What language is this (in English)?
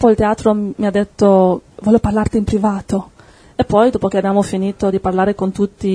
Italian